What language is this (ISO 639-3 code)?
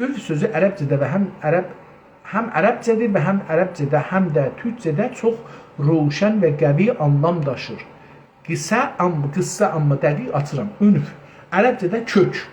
azb